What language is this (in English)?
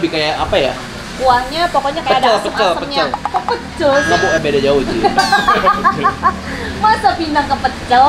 Indonesian